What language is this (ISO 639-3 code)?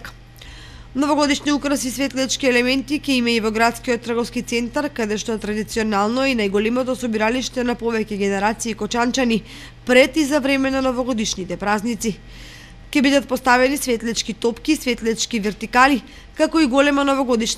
mkd